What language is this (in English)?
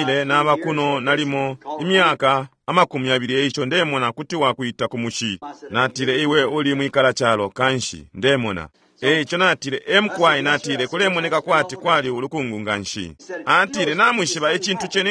Bemba